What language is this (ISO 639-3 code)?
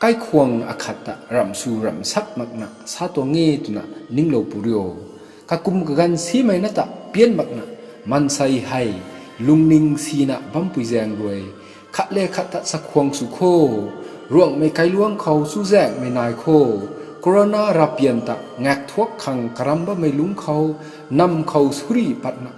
nbu